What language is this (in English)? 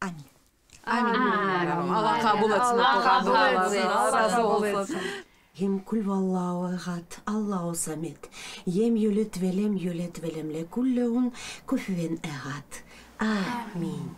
Crimean Tatar